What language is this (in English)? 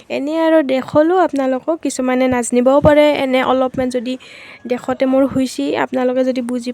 Assamese